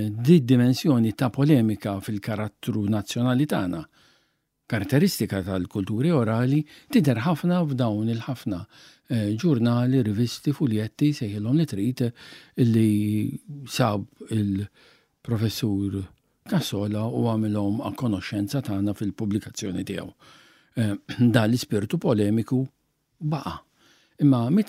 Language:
Maltese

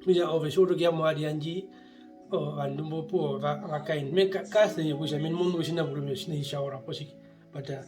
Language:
Herero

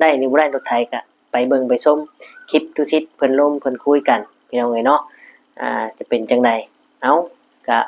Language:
Lao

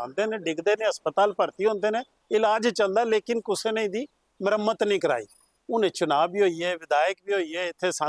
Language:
Dogri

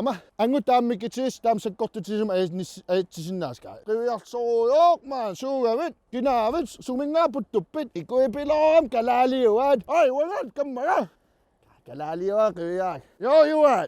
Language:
Kalaallisut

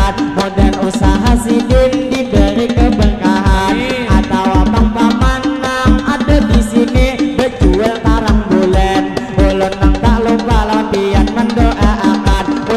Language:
Banjar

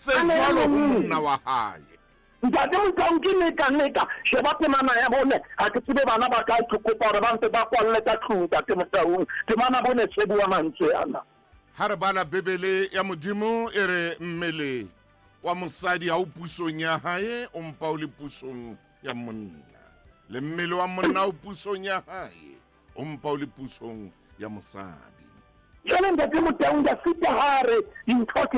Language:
Southern Sotho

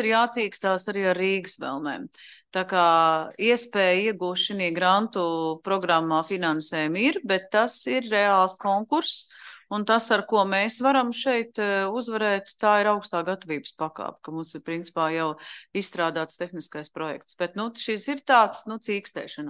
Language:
Latvian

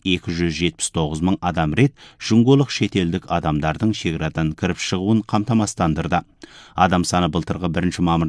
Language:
Kazakh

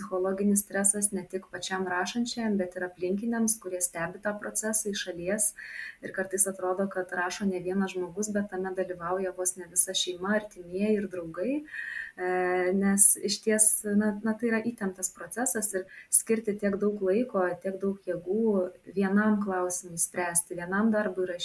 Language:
Lithuanian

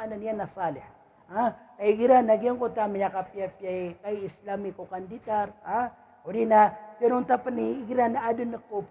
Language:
Maranao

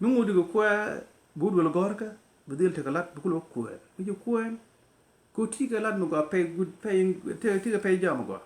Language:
Nuer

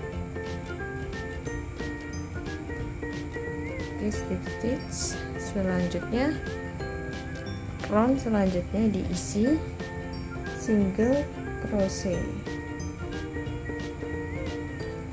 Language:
Indonesian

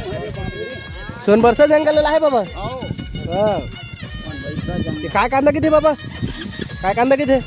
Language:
Chhattisgarhi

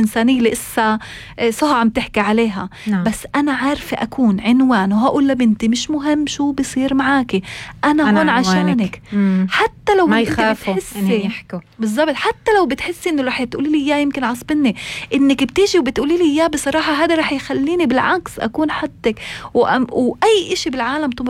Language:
North Levantine Arabic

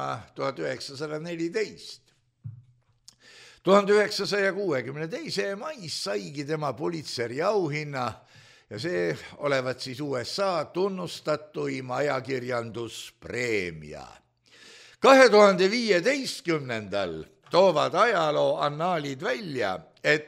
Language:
Estonian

